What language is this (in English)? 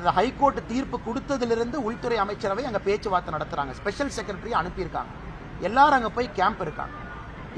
Tamil